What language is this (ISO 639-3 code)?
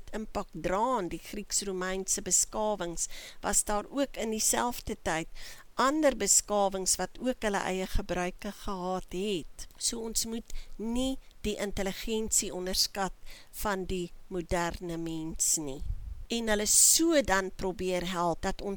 afr